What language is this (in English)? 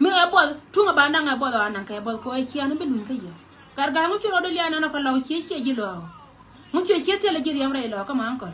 Nuer